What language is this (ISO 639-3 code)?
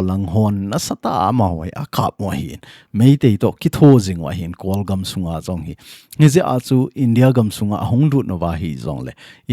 tcz